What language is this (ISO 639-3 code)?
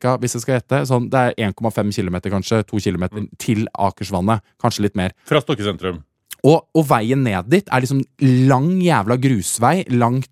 nor